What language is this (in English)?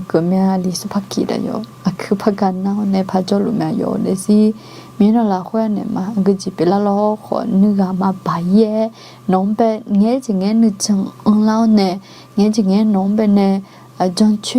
Akha